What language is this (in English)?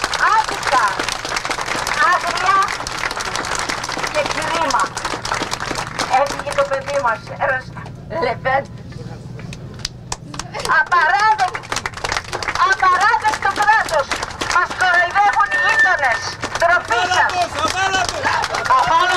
Greek